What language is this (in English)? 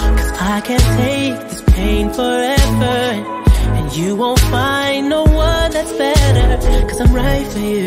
English